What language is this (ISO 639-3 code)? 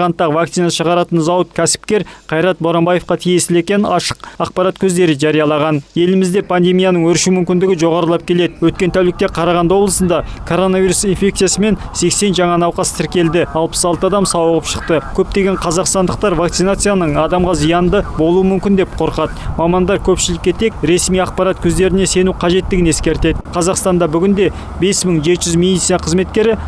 kaz